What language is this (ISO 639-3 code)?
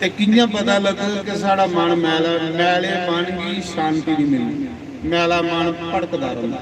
doi